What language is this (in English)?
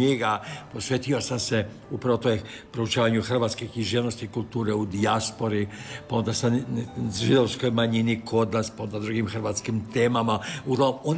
Croatian